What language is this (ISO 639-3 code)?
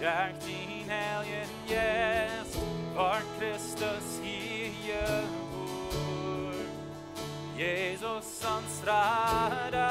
pdt